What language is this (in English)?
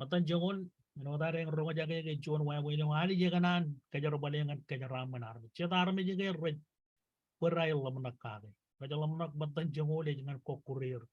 Marshallese